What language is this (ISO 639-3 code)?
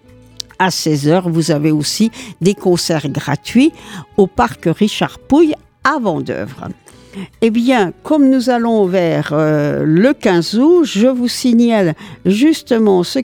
fra